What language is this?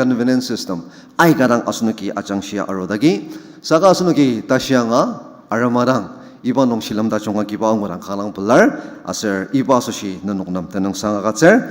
Ao Naga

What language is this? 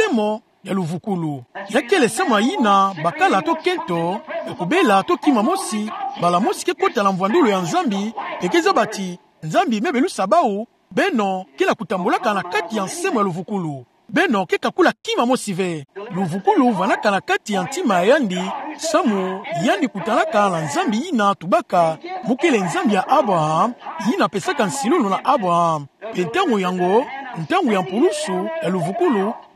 Kituba (Democratic Republic of Congo)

